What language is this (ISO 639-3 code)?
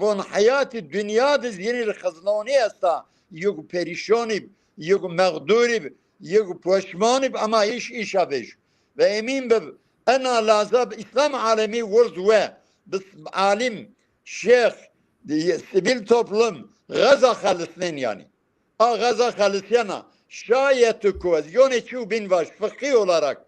zza